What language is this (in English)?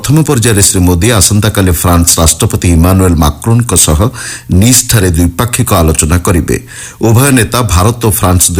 Odia